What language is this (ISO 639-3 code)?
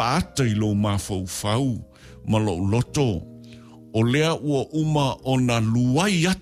smo